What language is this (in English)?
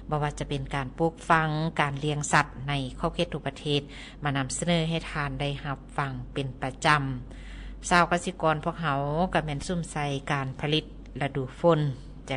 Lao